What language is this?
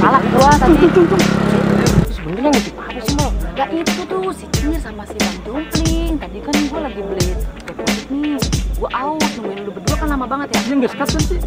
Betawi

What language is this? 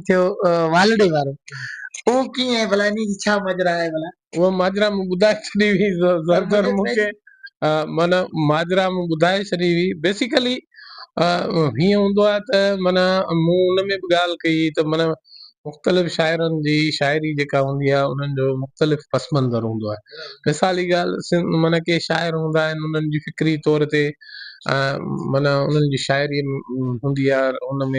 Sindhi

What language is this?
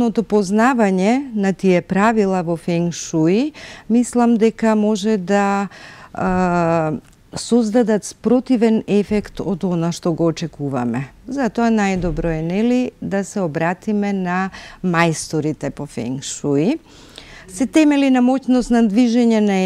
Macedonian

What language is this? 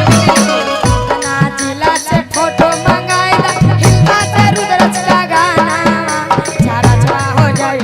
Magahi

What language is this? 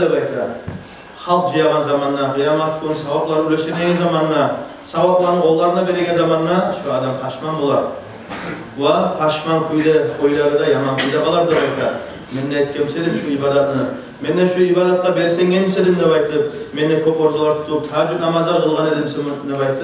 Kumyk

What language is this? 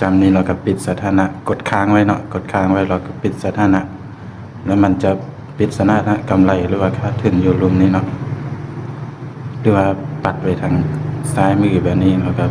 Lao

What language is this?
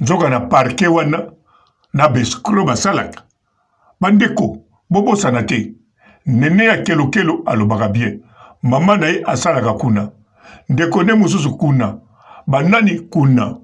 Lingala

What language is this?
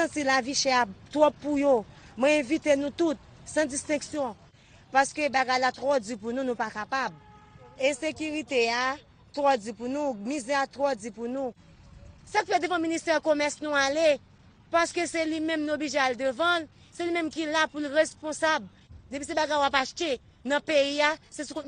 Haitian Creole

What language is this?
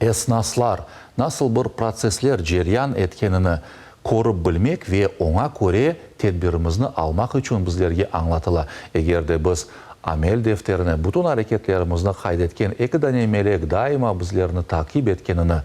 Crimean Tatar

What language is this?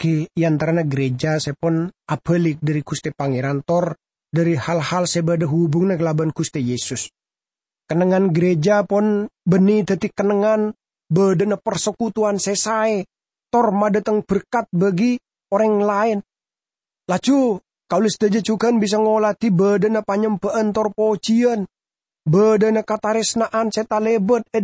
Madurese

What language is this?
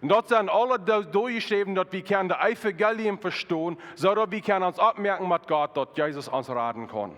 Plautdietsch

